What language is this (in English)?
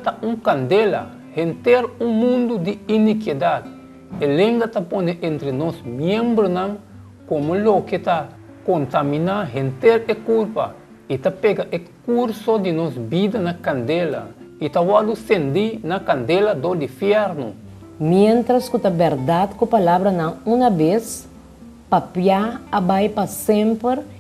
Papiamento